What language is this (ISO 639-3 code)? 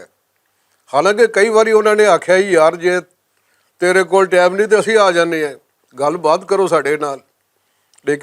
lah